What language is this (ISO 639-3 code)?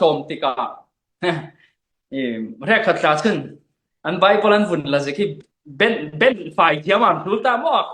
cfm